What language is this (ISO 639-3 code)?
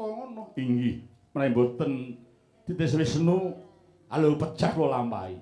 jav